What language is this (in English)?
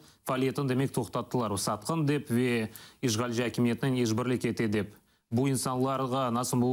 Crimean Tatar